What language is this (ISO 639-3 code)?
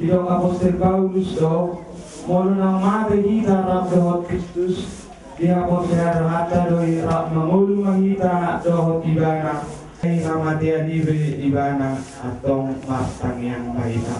bbc